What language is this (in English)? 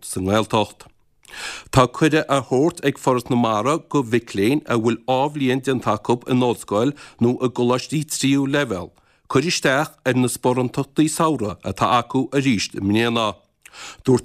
Irish